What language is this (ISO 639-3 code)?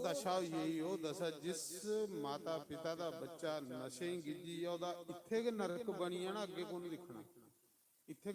doi